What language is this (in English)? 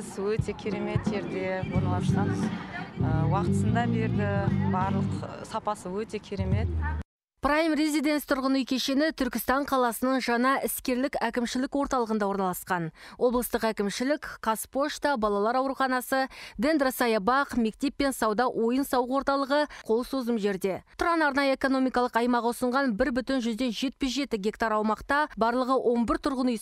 Kazakh